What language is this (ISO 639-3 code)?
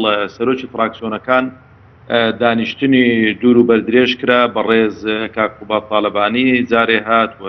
ckb